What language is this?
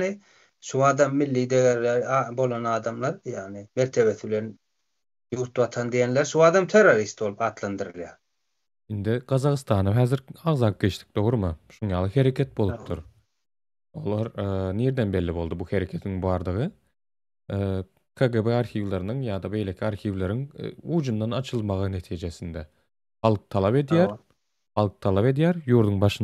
Turkmen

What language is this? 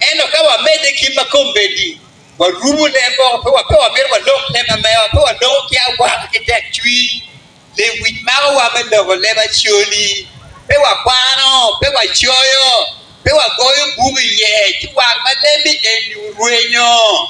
Acoli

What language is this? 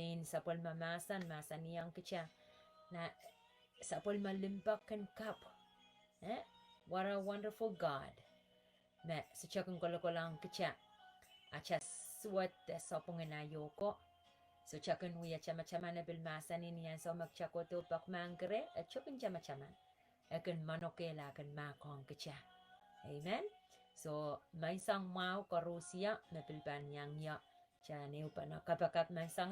Pohnpeian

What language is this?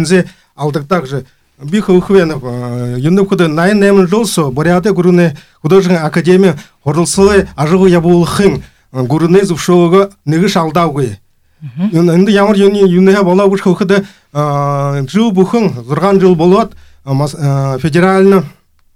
Buriat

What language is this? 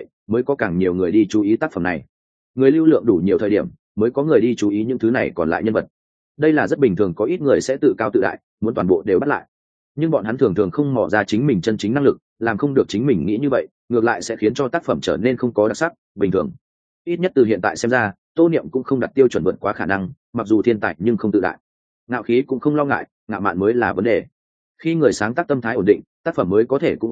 Vietnamese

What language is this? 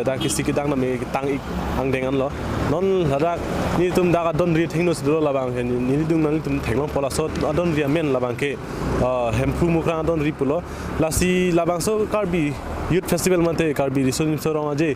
Karbi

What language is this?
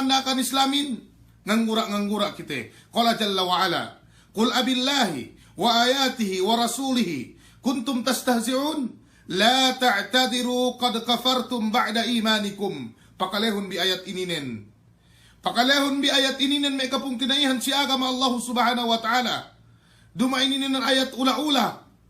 Yakan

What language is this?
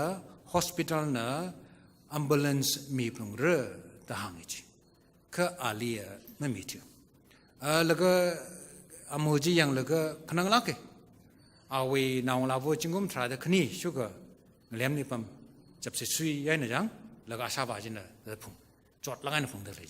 Tangkhul Naga (India)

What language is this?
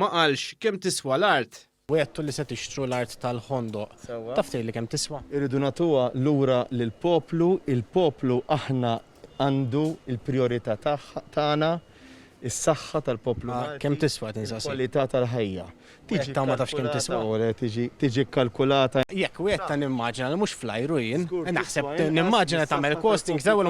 Maltese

